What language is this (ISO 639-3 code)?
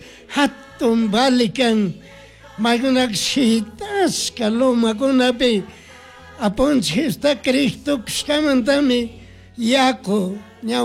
qug